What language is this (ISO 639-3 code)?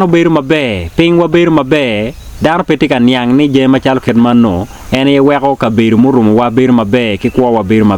ach